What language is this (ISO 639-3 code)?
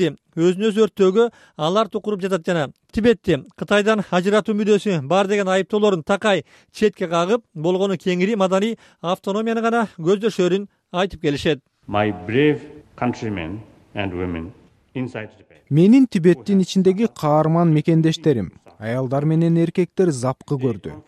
kir